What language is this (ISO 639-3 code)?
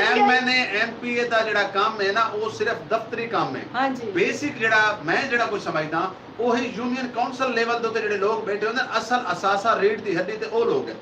skr